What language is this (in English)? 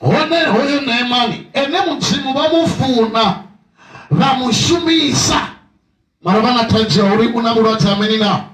Venda